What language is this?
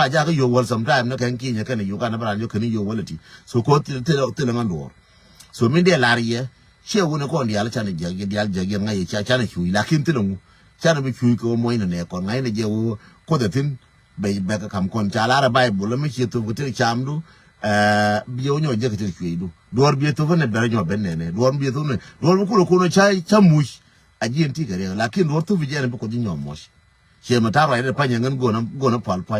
Nuer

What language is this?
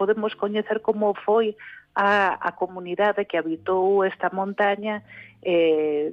Galician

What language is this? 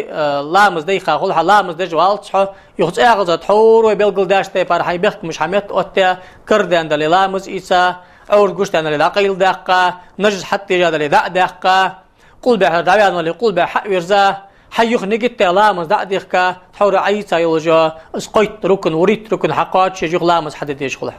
Ingush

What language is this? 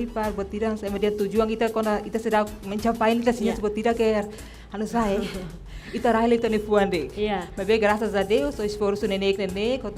Tetum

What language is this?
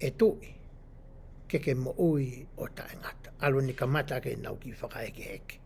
Tongan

